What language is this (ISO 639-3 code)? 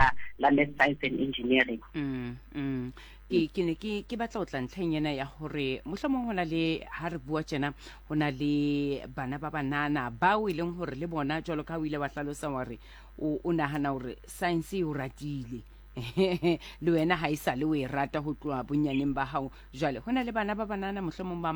sot